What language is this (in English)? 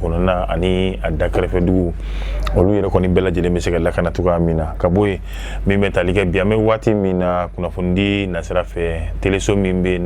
Bambara